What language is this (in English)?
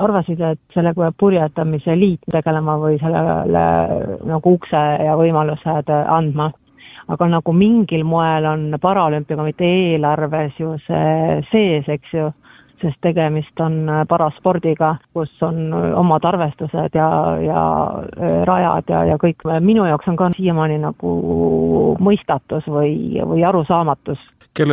Estonian